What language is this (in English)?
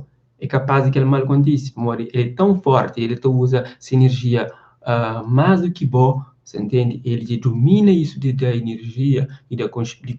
Kabuverdianu